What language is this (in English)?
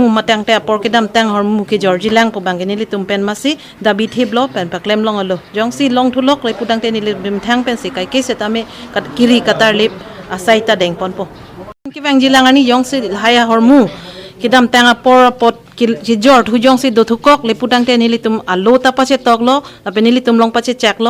Karbi